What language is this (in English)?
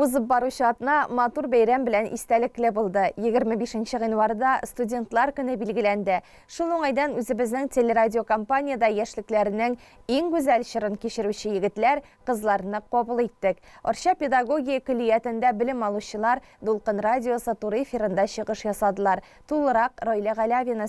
Tatar